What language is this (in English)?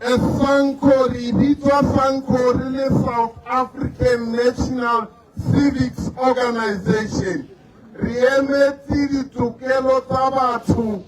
Tswana